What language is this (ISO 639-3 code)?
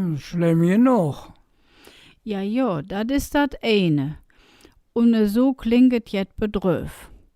ksh